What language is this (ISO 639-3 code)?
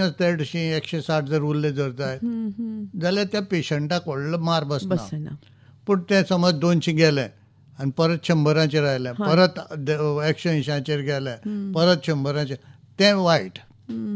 kok